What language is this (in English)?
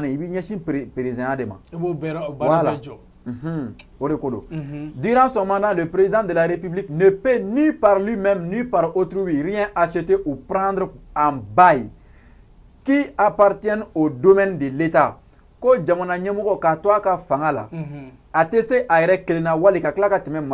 Bambara